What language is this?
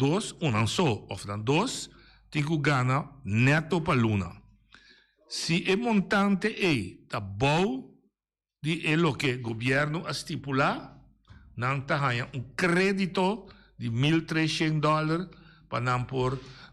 Papiamento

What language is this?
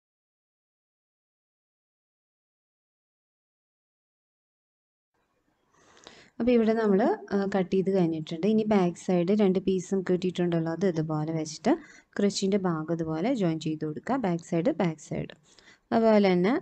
Malayalam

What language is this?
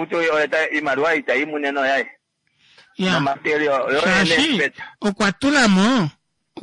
Kuanyama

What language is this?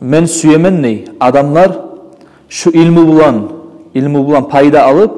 Kumyk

